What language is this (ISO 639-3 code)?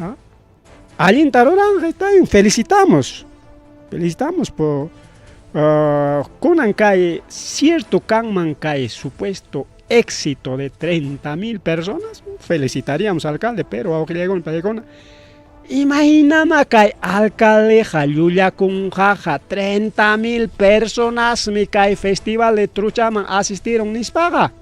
quy